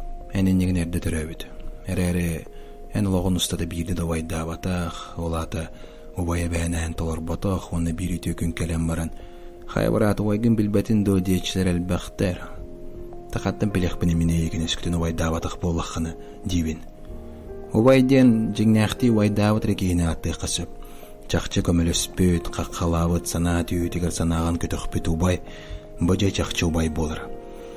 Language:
Yakut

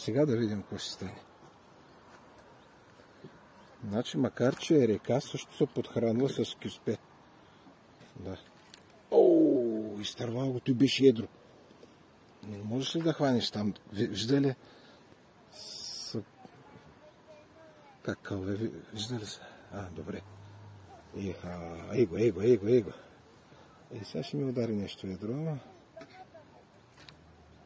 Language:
Bulgarian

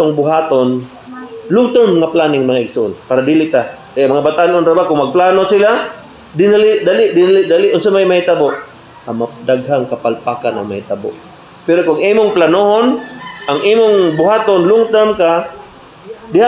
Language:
Cebuano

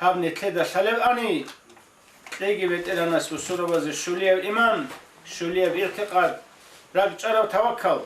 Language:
Avaric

